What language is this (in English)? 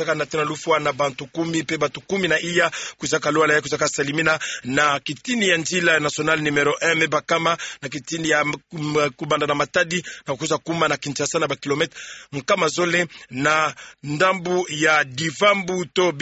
Kituba (Democratic Republic of Congo)